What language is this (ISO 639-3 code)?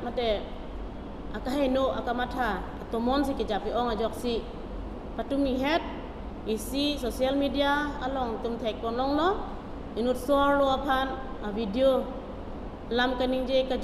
mjw